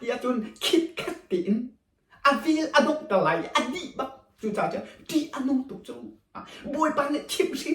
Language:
Hakha Chin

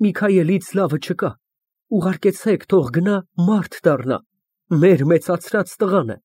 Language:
Armenian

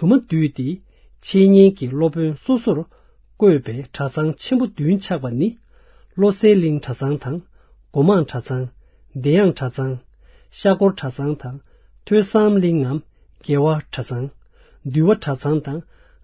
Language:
Tibetan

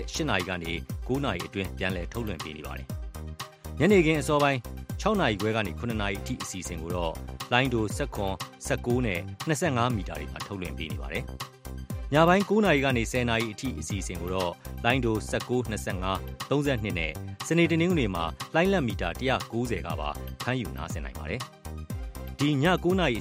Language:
Burmese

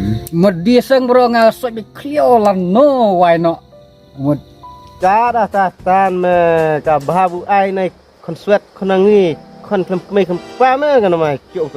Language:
Khasi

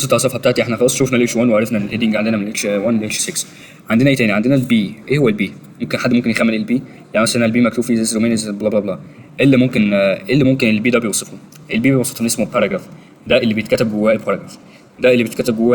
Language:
Egyptian Arabic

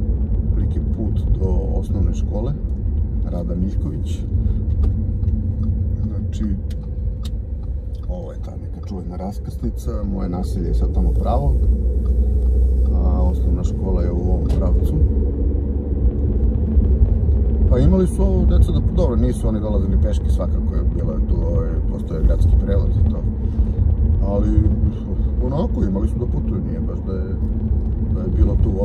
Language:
Serbian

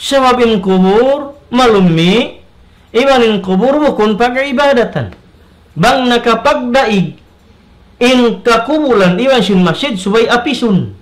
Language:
Tausug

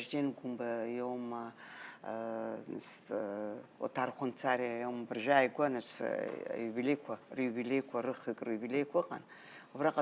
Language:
Abkhazian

